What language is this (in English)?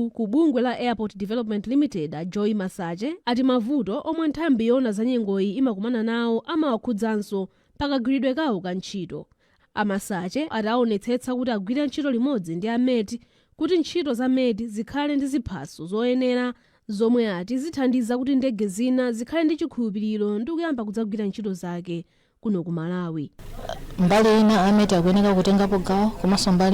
Nyanja